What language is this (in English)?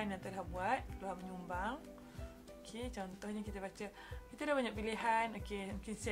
Malay